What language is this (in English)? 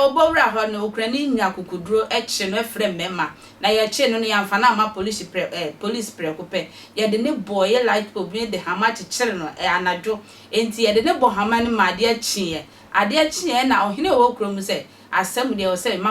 Akan